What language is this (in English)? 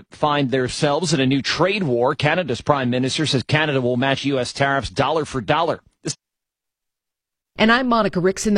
English